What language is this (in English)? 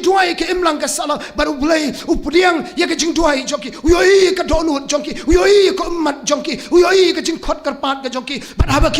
Khasi